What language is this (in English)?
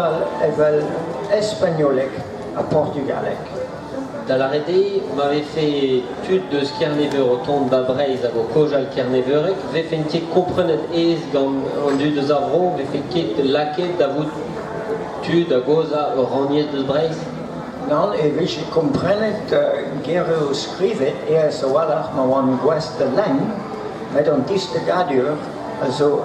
Breton